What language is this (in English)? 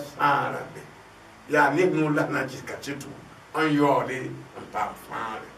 Mossi